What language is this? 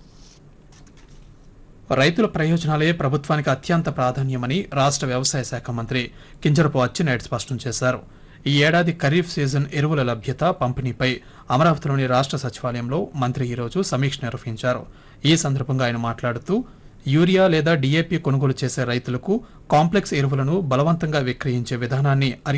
Telugu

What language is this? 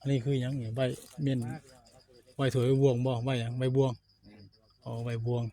Northeastern Thai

